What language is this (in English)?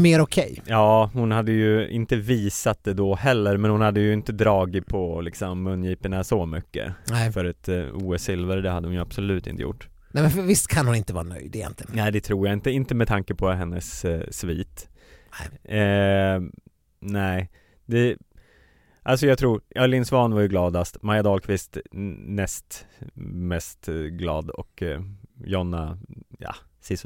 Swedish